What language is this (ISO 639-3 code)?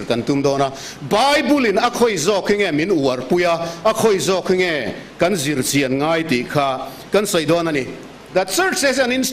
lus